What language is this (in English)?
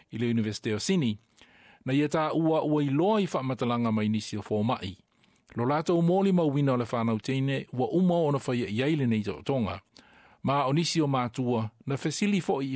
Samoan